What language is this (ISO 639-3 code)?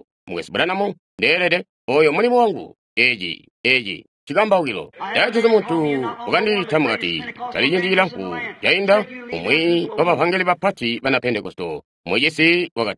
toi